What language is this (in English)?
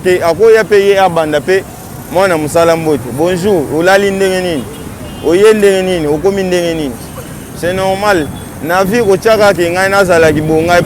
Lingala